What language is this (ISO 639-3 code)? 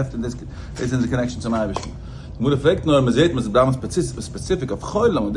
yid